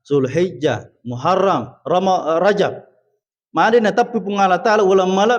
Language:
Buginese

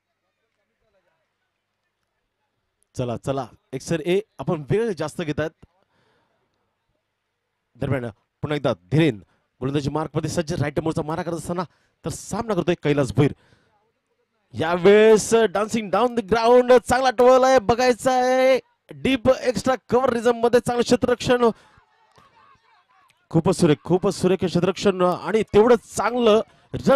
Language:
Marathi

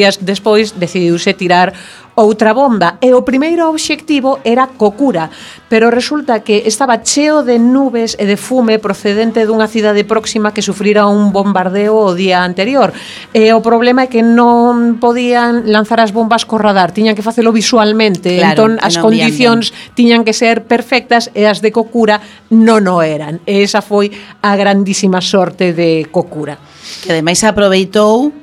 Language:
Galician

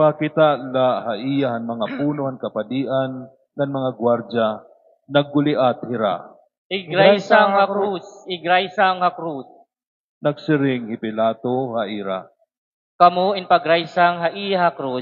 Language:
Waray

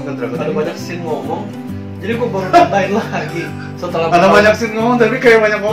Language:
Indonesian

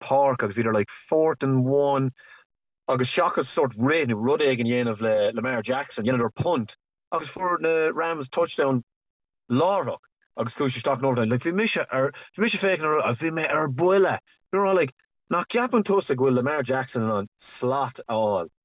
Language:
Irish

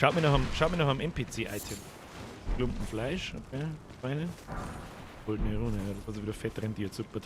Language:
Bavarian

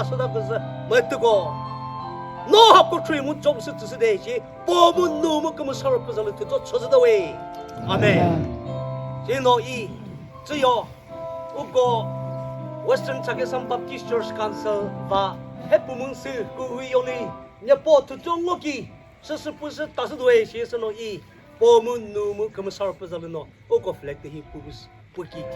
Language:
Chokri Naga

